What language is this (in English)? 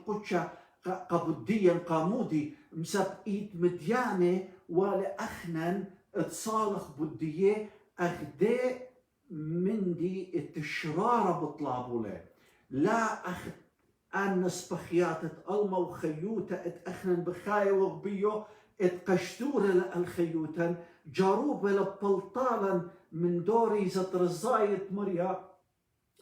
Assyrian Neo-Aramaic